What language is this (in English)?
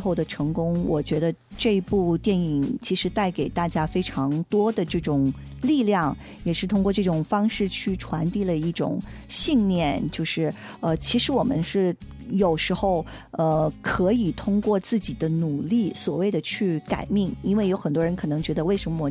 Chinese